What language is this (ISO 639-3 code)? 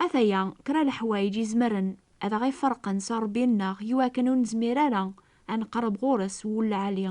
kab